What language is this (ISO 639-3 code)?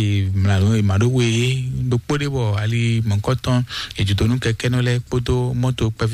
fon